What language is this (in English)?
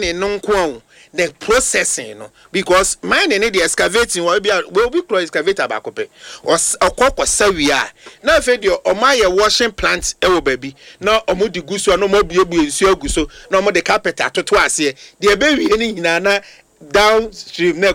Akan